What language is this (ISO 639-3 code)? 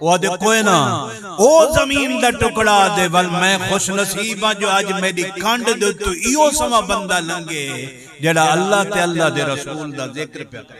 skr